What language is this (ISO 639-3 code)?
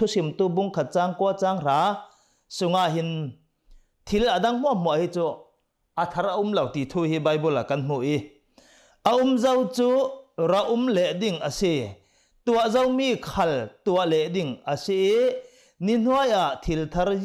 cnh